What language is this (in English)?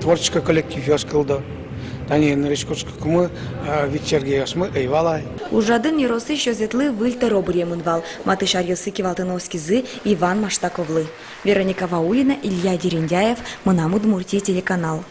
Udmurt